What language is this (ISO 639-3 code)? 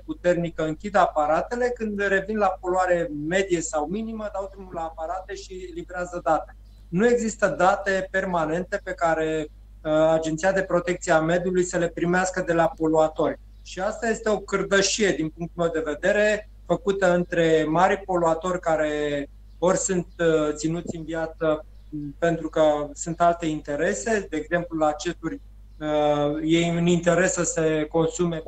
ron